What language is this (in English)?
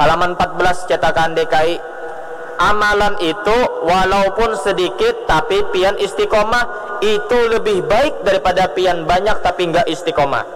Banjar